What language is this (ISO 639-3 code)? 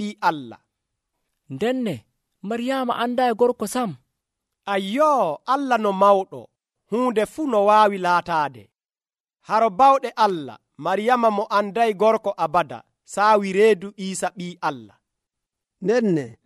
fuv